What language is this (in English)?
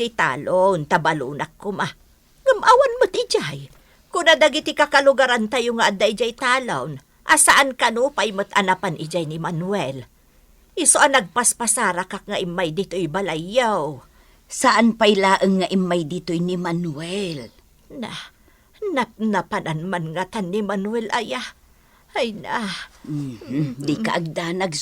Iloko